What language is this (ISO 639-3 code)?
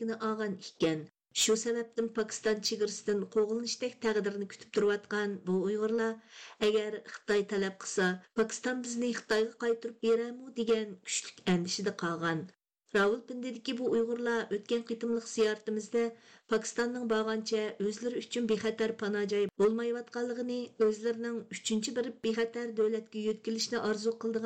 uig